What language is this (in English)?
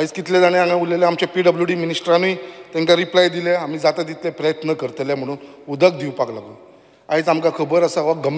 Konkani